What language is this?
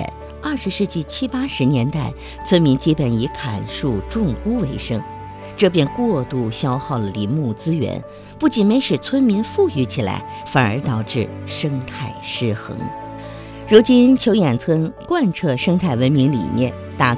Chinese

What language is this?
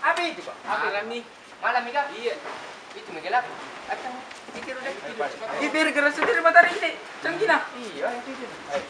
Makassar Malay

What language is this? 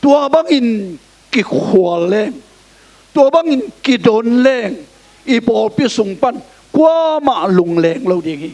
Tedim Chin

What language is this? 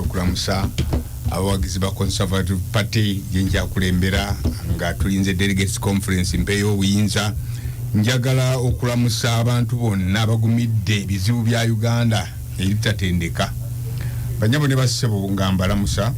Ganda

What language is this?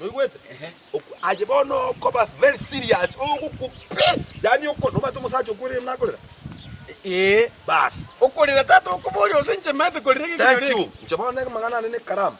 Gusii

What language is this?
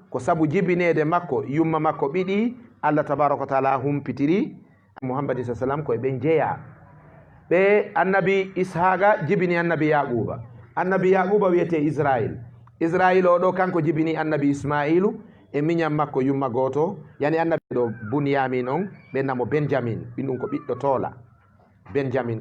Fula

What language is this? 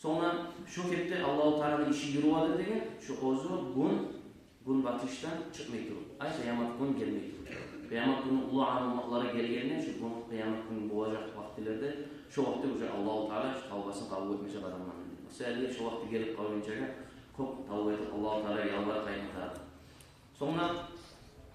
Kumyk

